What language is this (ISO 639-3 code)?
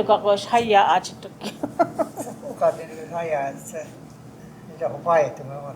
cho